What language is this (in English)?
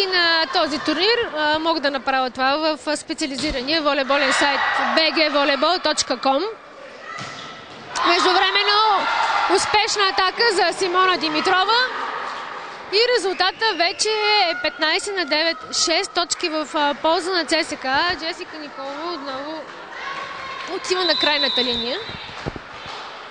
Bulgarian